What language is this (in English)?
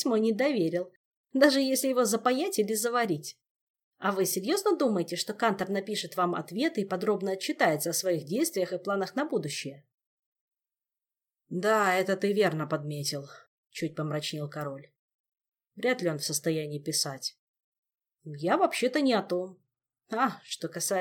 Russian